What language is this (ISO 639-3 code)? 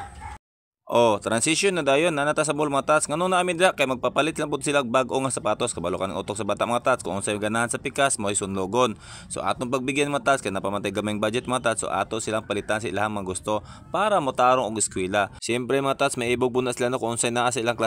ceb